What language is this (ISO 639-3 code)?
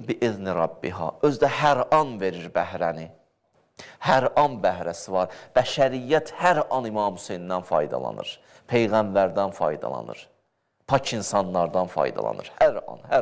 aze